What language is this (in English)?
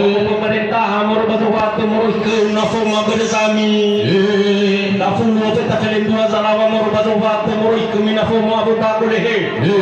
Nias